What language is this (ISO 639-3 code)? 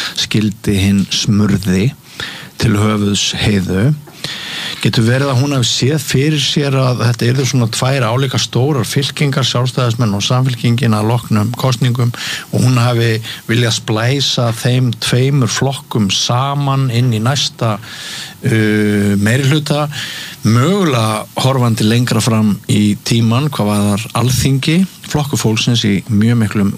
isl